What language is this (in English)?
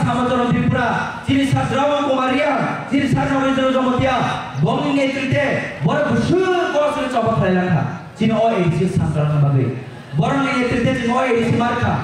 Kok Borok